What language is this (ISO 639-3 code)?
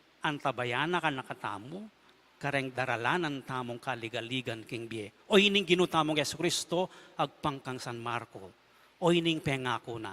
pam